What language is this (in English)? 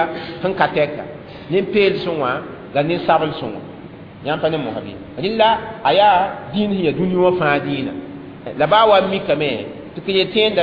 Mossi